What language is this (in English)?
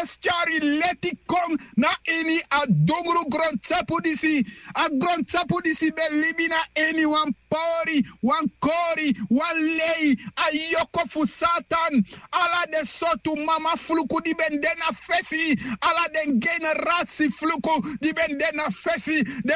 Sranan Tongo